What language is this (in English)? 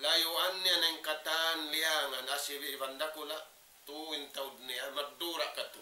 Tausug